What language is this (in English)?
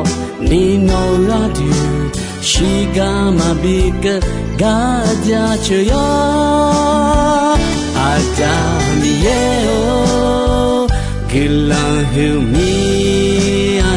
Akha